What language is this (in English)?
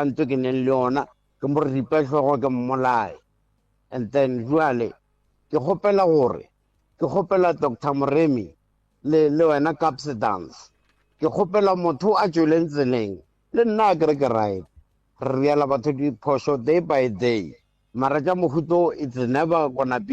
Northern Sotho